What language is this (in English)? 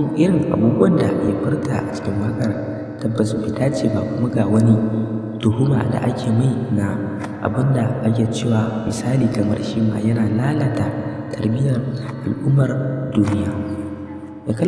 Hausa